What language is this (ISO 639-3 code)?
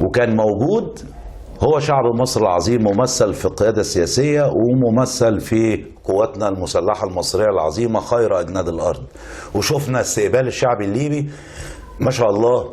arz